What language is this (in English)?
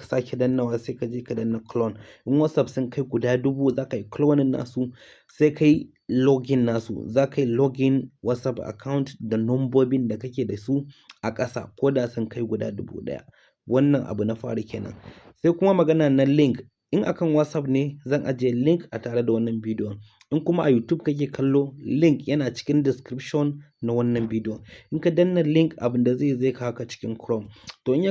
Hausa